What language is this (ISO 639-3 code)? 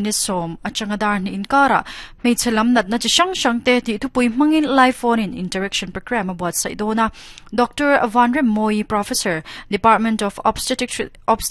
lus